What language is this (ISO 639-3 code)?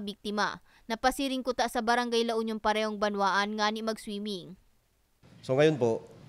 bik